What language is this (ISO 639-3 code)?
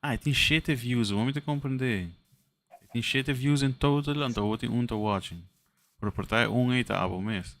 pap